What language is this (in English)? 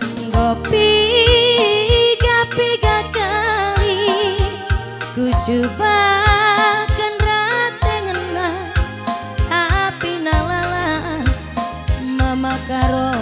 Batak Karo